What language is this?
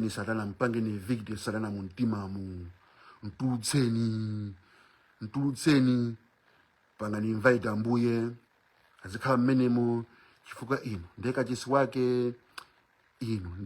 Nyanja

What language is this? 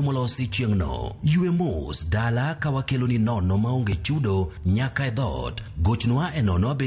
Luo (Kenya and Tanzania)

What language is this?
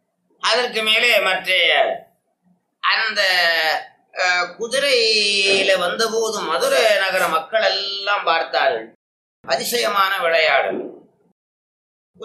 Tamil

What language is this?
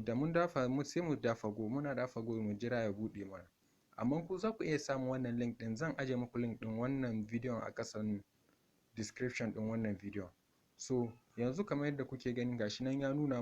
Hausa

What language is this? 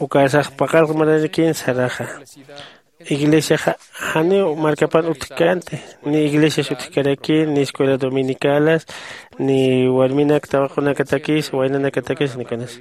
Aymara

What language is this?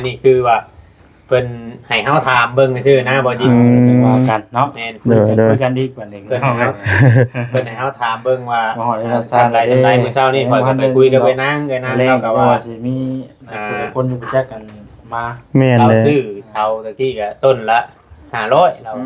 Lao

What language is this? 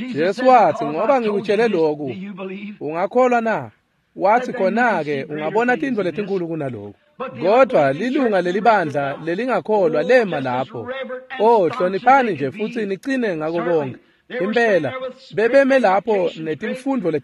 Swati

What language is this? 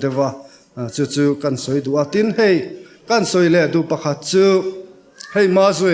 Mizo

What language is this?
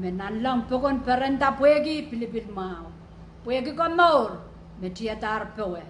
Pohnpeian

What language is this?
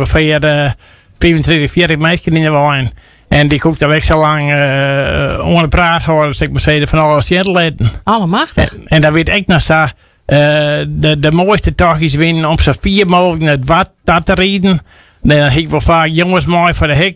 Western Frisian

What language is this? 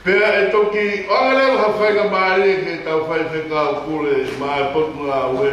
Tongan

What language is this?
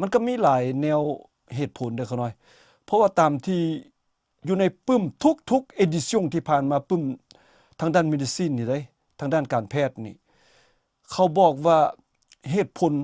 Lao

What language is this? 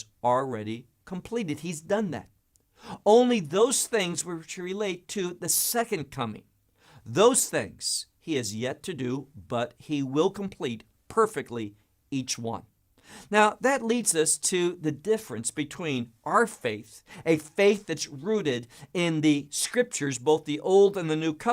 English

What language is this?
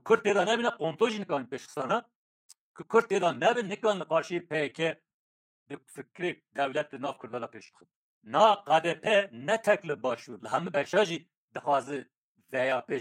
Kurdish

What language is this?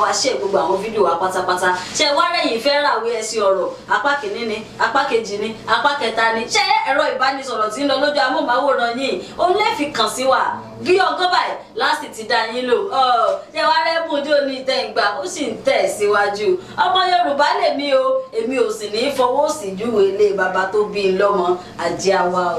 Yoruba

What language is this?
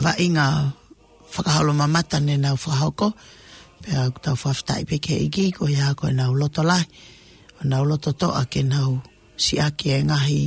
Tongan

